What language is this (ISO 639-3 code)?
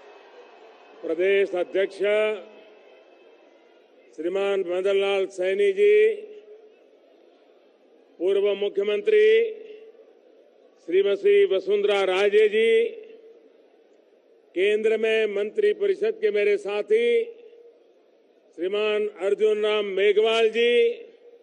hin